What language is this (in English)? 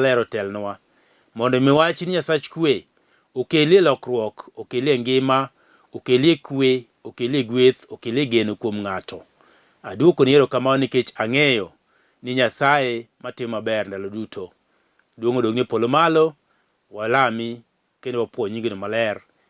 Luo (Kenya and Tanzania)